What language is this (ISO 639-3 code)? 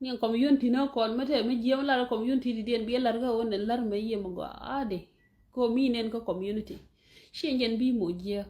nus